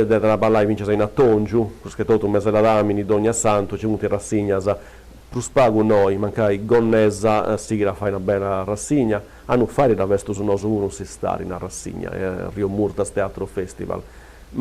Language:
Sardinian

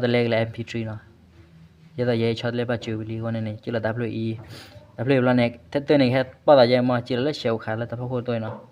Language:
S'gaw Karen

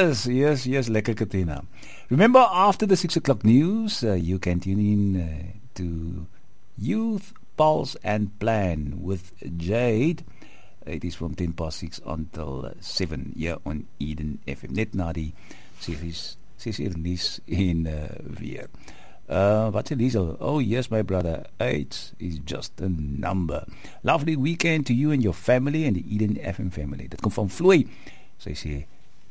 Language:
Afrikaans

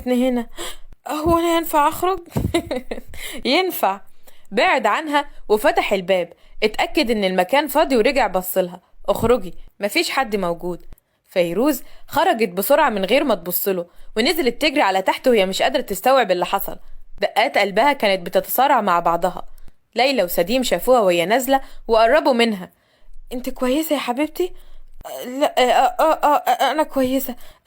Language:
Egyptian Arabic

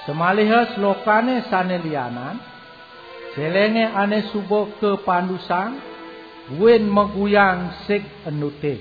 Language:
Balinese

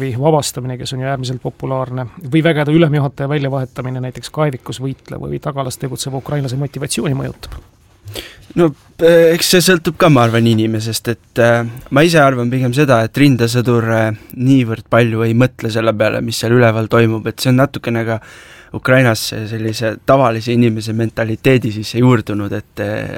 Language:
Estonian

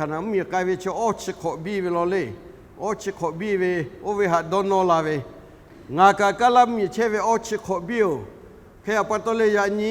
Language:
Lahu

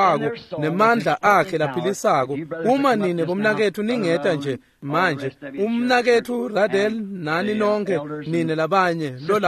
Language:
Swati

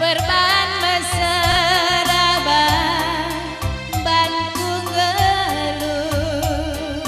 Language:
Batak Karo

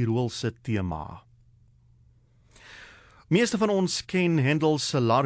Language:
Afrikaans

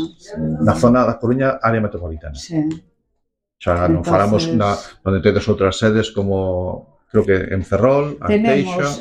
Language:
Galician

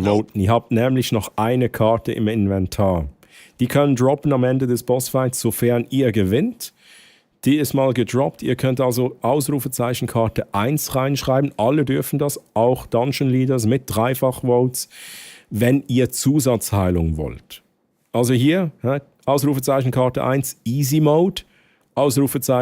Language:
Swiss German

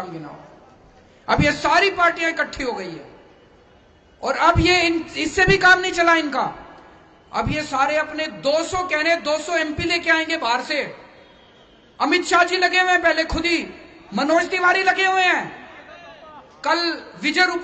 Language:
Hindi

